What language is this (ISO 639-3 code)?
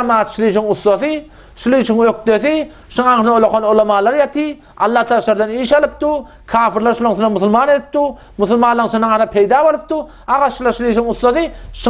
tuk